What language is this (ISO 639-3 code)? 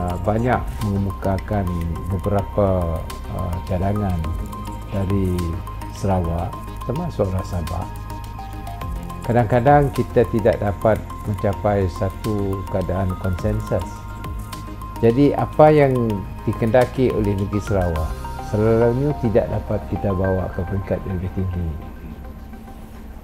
msa